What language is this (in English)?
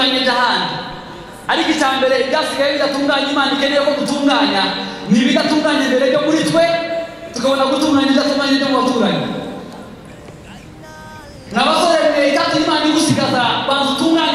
Kinyarwanda